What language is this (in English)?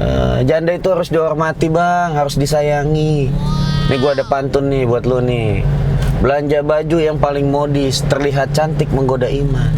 Betawi